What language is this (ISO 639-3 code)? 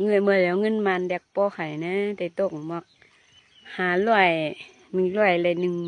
shn